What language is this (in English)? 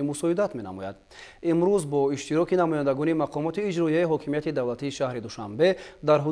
Tajik